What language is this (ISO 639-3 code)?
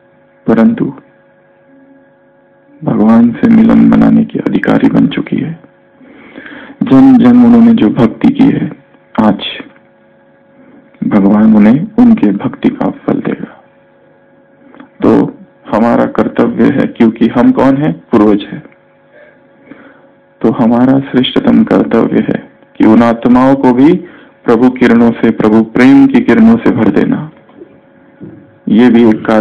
hin